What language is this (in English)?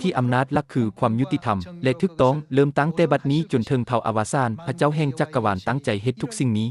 Lao